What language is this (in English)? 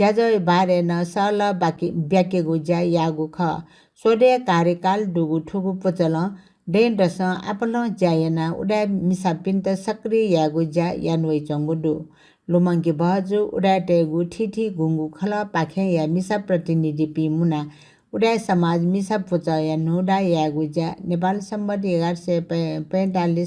Newari